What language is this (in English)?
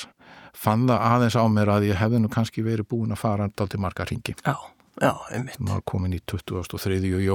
Icelandic